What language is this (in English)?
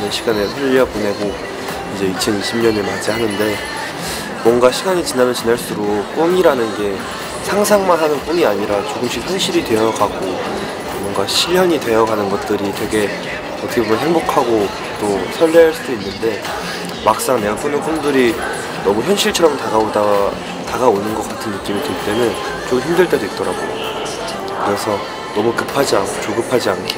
Korean